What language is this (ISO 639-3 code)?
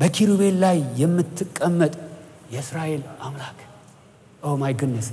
amh